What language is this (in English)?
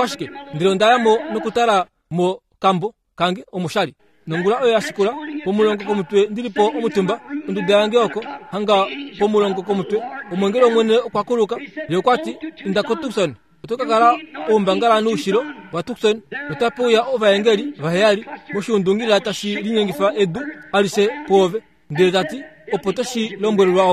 Kuanyama